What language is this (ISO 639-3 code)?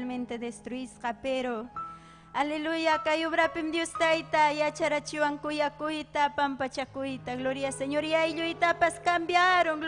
quy